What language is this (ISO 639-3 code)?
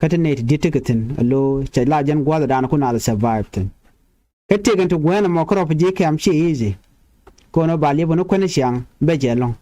nus